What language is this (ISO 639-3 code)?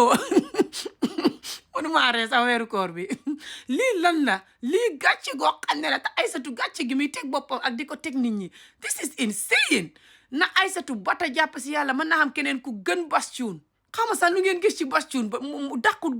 wol